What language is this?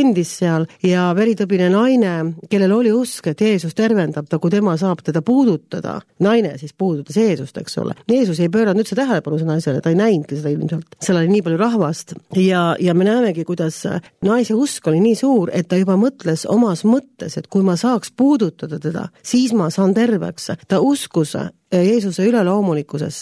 Estonian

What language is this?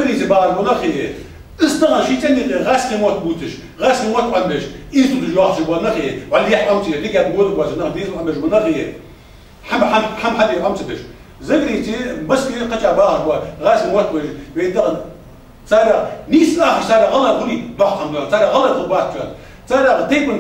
Ingush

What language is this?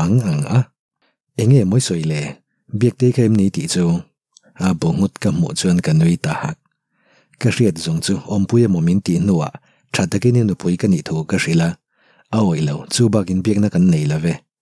Mizo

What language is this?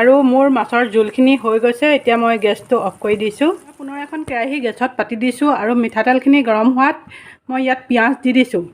Assamese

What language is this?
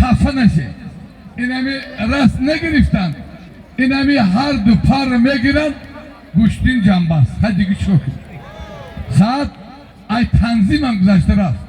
Tajik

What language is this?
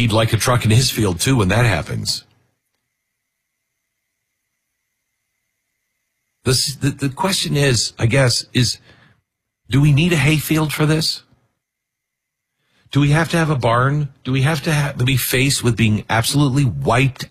English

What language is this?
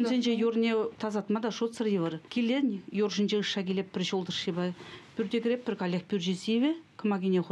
Chuvash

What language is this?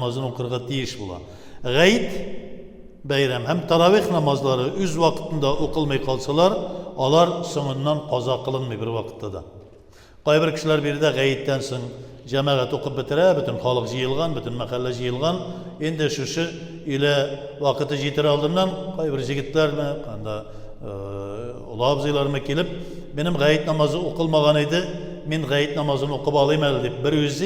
Tatar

